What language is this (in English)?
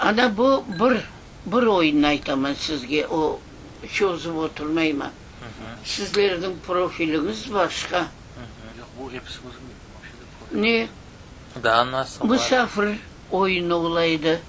Crimean Tatar